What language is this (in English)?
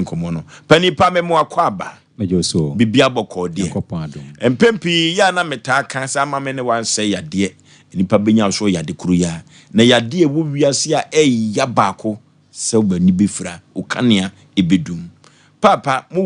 Akan